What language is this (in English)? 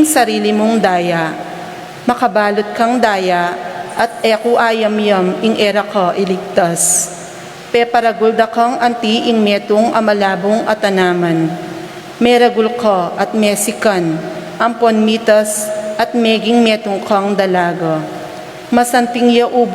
Pampanga